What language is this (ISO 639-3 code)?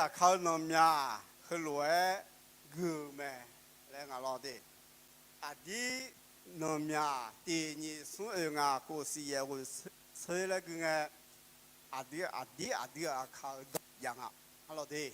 ahk